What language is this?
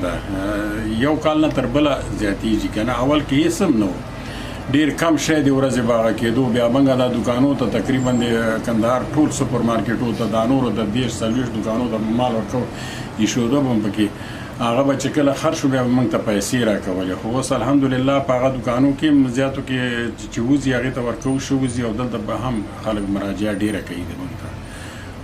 Pashto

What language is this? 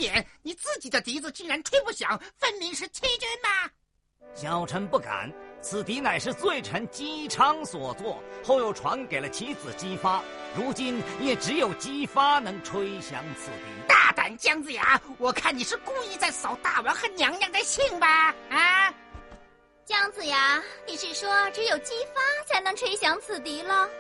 Chinese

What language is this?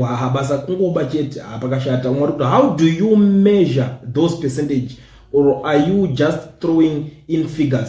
Shona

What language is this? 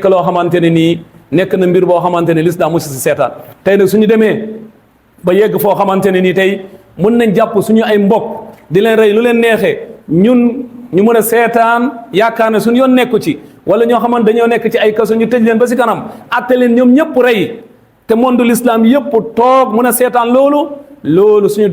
Wolof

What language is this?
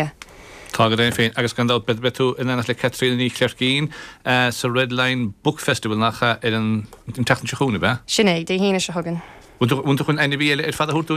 Irish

